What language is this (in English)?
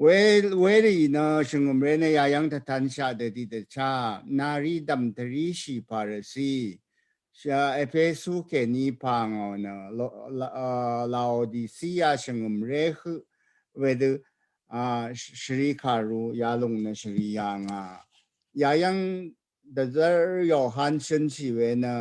Rawang